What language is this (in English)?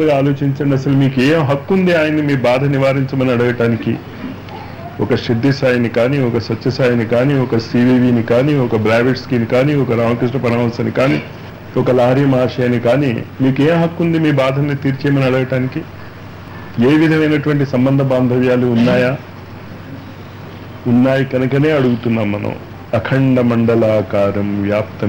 Telugu